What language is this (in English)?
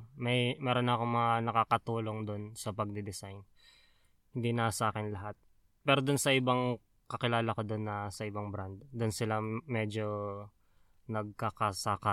Filipino